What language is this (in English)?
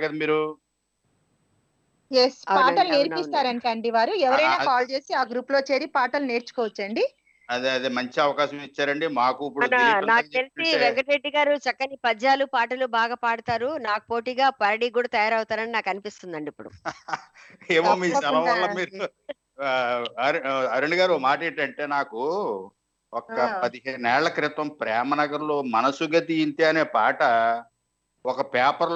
Telugu